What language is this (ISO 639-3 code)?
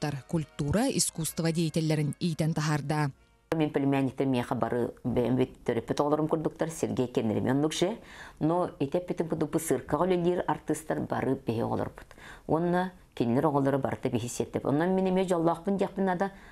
sah